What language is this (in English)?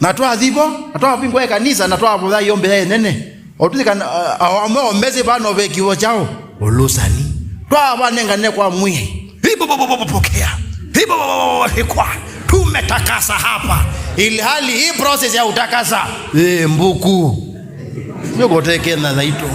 Kamba